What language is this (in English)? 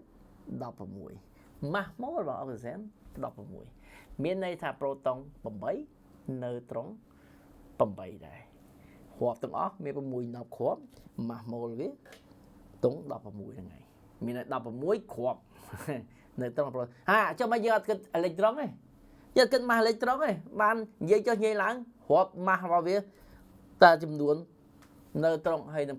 Khmer